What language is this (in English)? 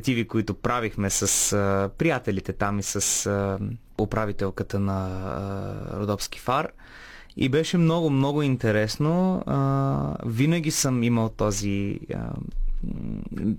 Bulgarian